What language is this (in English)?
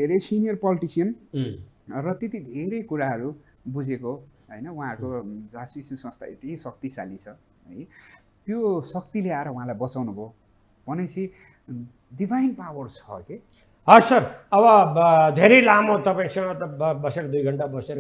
Nepali